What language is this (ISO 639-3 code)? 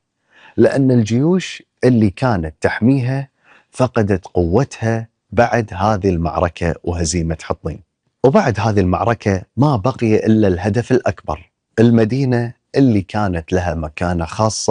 afb